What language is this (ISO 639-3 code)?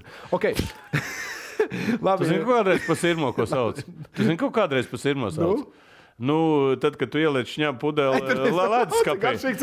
lav